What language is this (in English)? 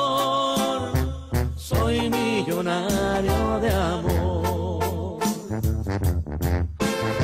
Spanish